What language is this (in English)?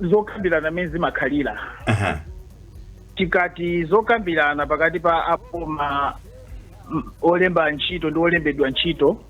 Nyanja